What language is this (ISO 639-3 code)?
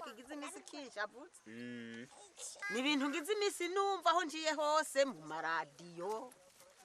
run